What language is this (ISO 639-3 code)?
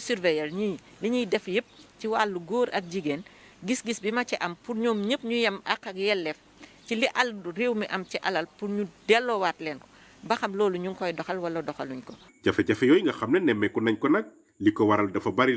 wol